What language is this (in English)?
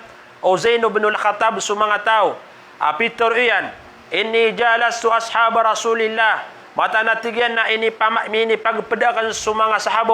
Maranao